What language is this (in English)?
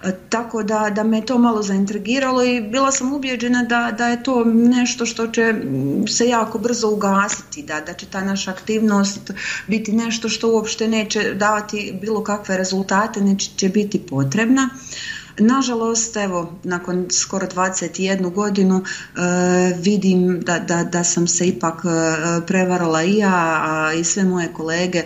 Bosnian